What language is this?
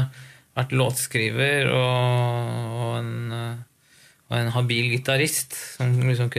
Norwegian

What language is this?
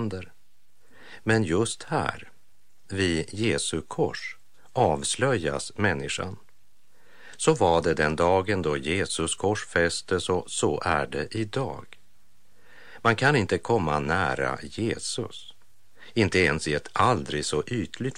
Swedish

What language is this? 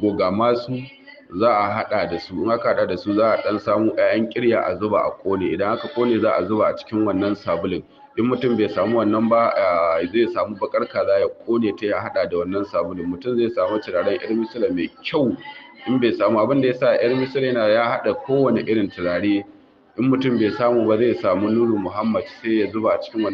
Hausa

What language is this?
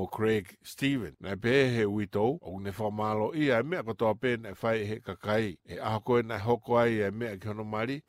Tongan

